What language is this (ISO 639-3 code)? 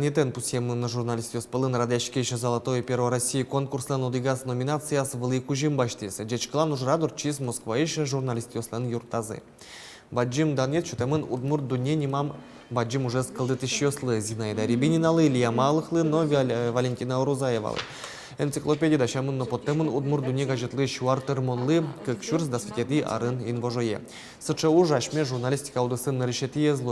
udm